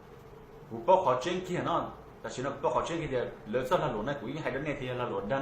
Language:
Hmong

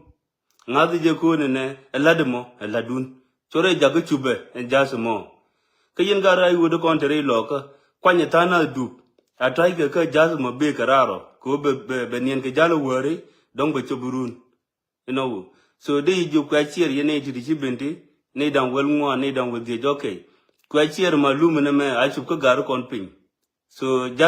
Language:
Nuer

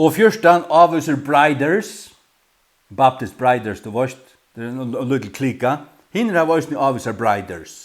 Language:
Faroese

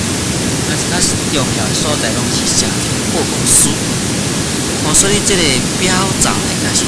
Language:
Min Nan Chinese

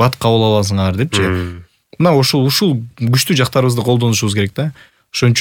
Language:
Kyrgyz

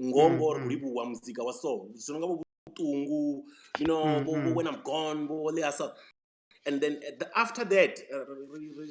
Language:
Venda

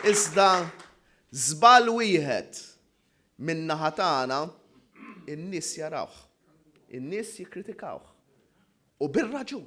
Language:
Maltese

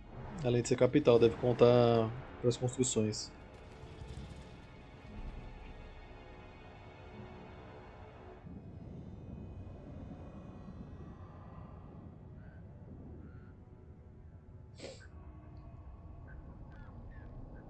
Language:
Portuguese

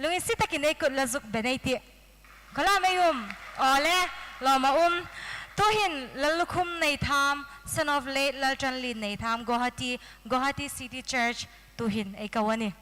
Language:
Hmar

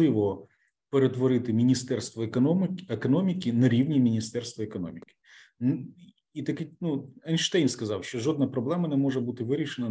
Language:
Ukrainian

